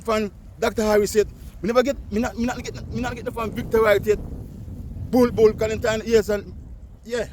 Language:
Jamaican Creole English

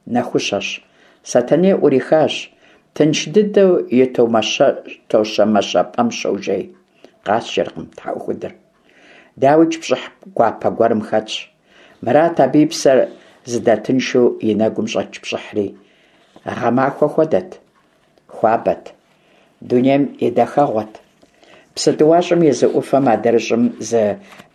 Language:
Kabardian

